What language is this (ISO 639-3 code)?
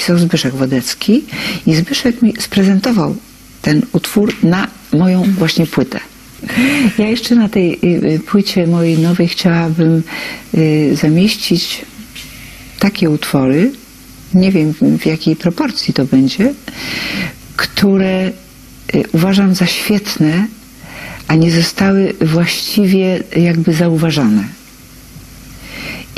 pol